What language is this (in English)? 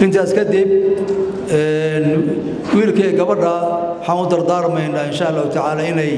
Somali